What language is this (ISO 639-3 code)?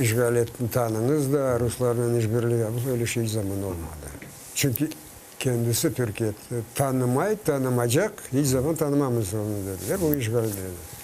crh